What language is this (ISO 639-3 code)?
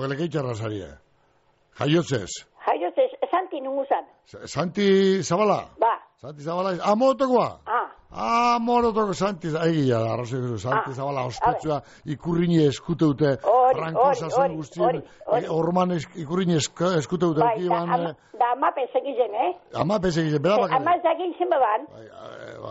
eus